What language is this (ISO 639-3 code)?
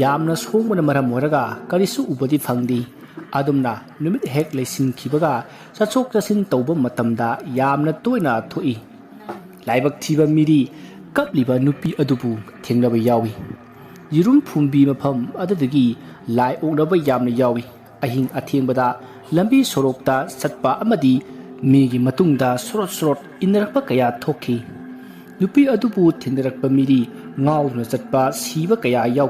mni